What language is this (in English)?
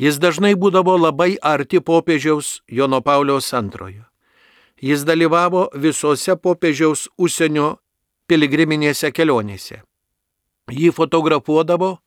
Lithuanian